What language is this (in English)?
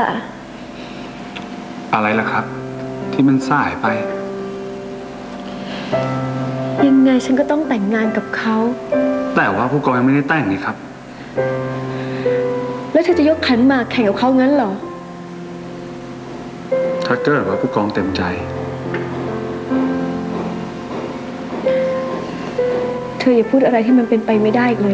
Thai